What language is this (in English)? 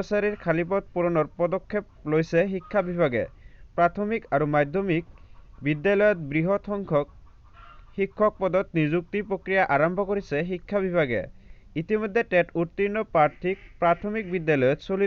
Assamese